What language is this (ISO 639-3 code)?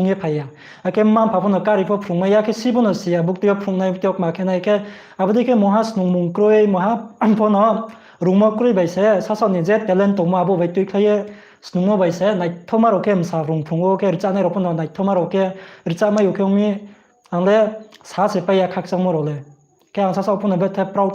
ria